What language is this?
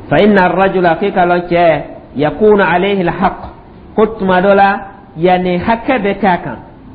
Dyula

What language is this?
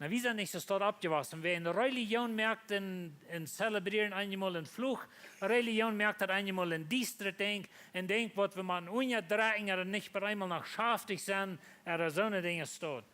Plautdietsch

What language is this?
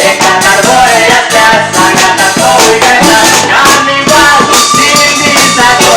Konkani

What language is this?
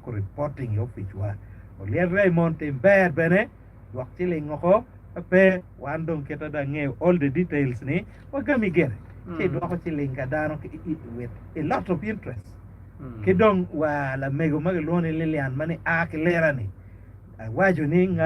Acoli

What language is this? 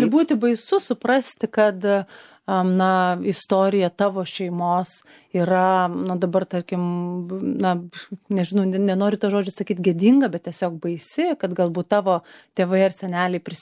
Lithuanian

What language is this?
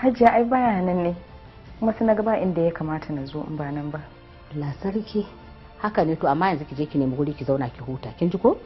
Hausa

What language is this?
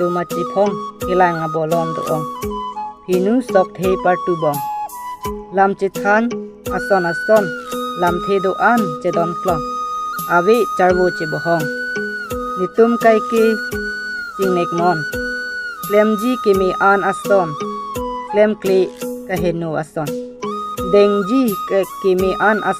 Karbi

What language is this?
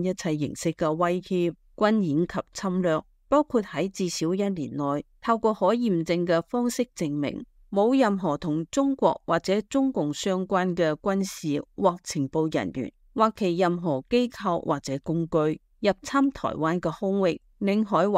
Cantonese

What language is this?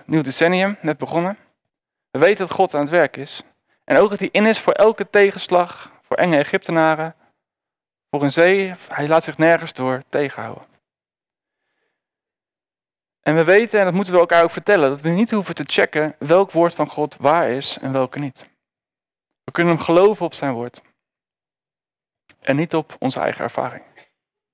Dutch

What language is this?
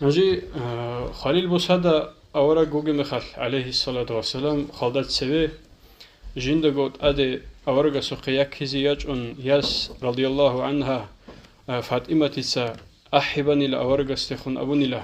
Avaric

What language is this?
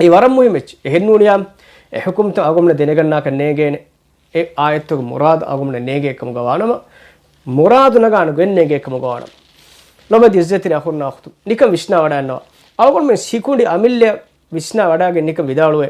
Divehi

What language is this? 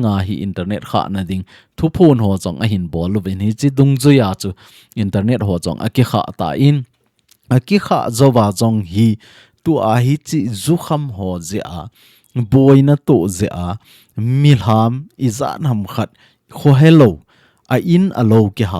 Thado Chin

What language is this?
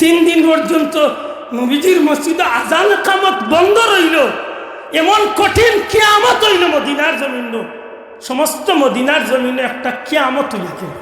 Sylheti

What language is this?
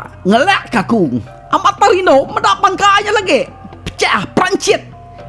Iban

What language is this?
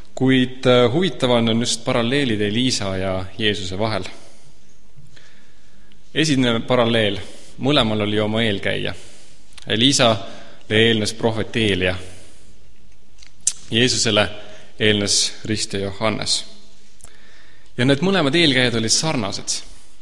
Estonian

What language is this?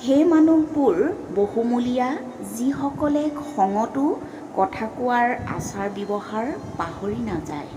Assamese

